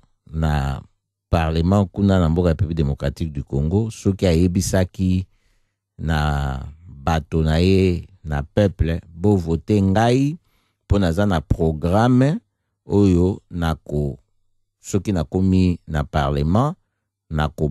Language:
Lingala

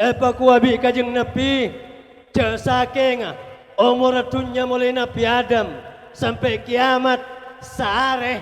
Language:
Madurese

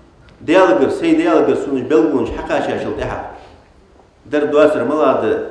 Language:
Ingush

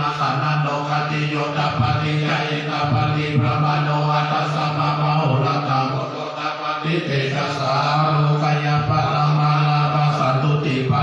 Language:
Pali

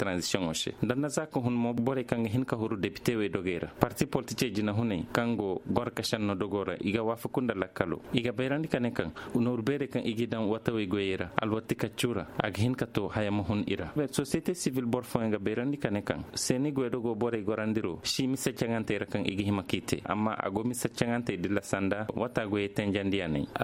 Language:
Koyraboro Senni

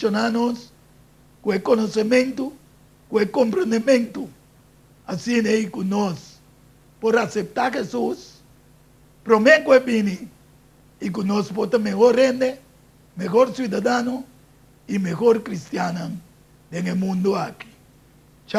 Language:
Papiamento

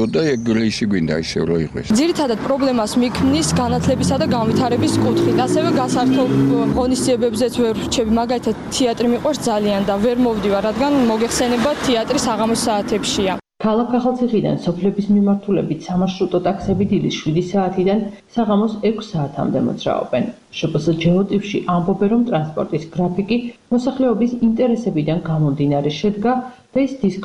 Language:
Georgian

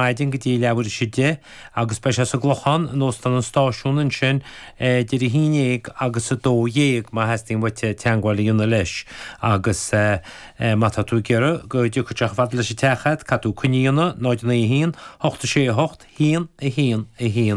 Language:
Irish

